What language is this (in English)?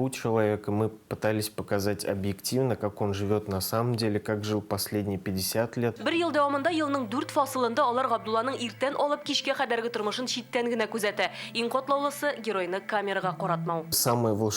Tatar